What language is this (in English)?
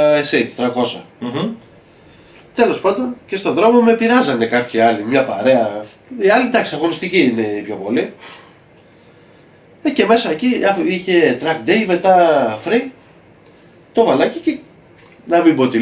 Greek